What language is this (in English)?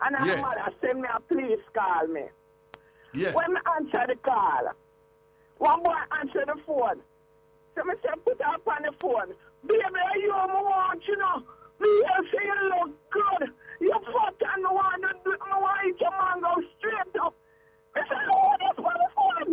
Jamaican Creole English